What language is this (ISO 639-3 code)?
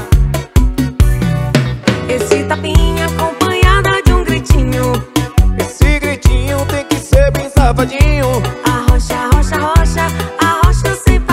por